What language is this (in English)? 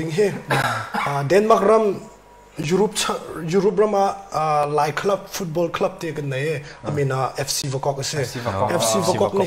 Hakha Chin